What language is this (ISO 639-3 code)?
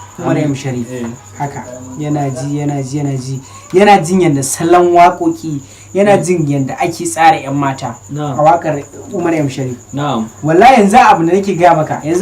hau